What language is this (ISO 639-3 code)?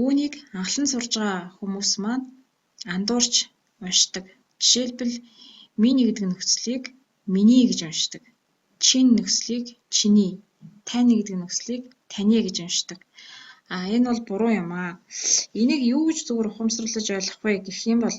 mon